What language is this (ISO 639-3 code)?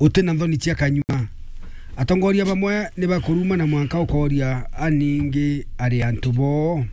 mer